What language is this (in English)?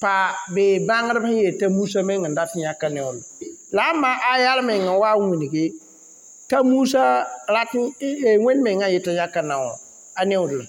Mossi